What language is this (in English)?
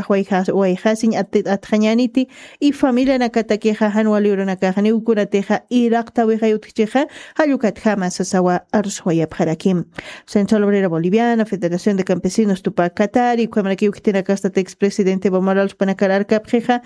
Aymara